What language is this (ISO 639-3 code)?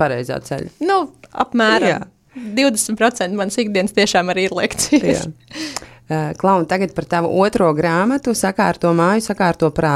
lav